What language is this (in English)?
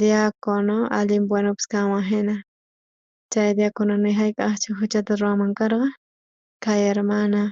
South Bolivian Quechua